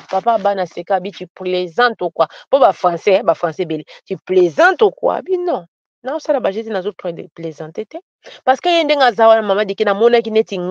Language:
Lingala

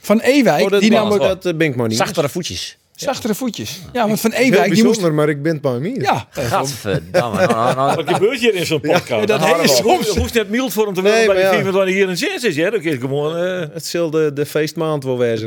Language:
Western Frisian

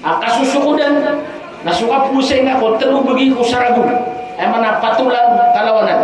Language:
Maranao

